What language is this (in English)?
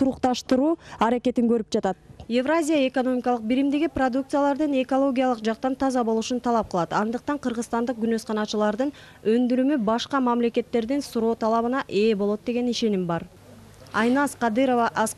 Kyrgyz